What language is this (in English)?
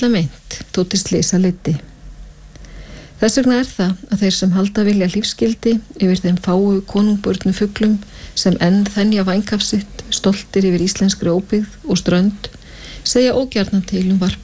Icelandic